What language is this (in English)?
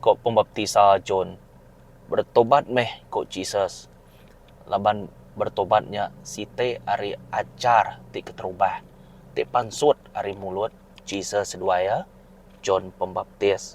Iban